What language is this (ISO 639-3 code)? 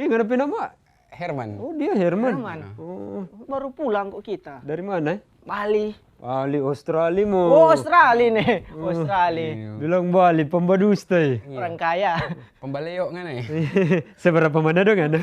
xmm